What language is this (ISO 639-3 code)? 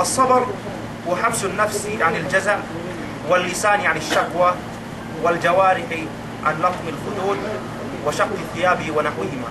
yka